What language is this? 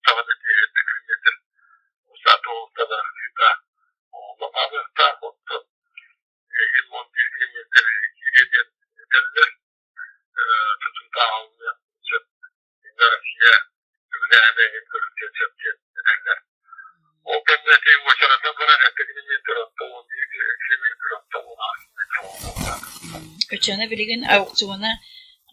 Yakut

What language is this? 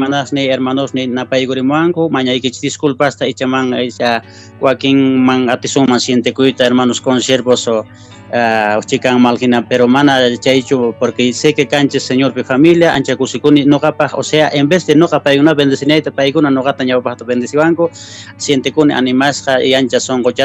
Quechua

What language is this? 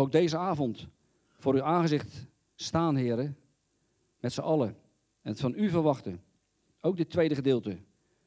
Dutch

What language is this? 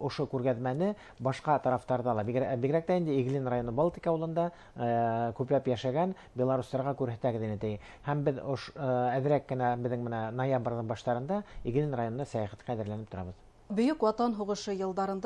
Bashkir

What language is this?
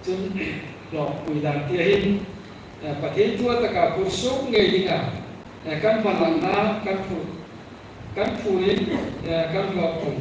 Hmar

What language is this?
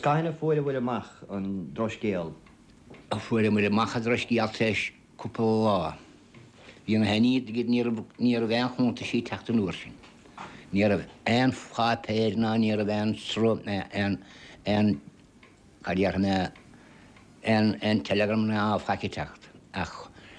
Irish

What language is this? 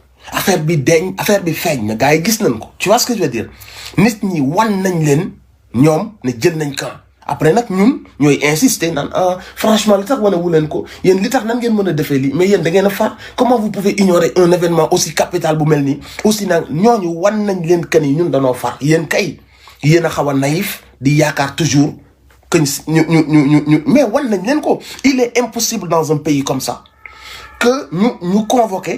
Wolof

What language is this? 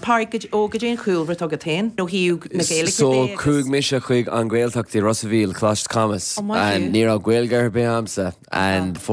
Irish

